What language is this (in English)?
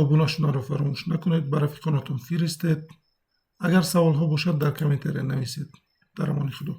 Tajik